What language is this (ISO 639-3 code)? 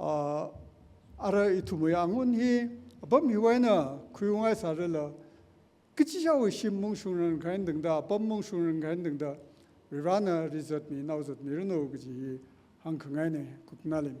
nmf